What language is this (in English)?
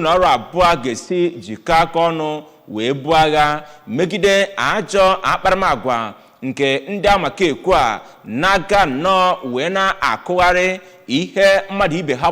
Igbo